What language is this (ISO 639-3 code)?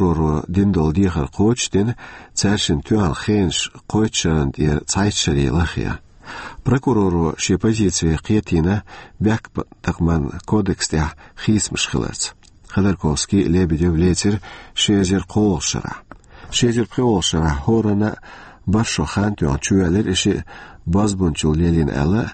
che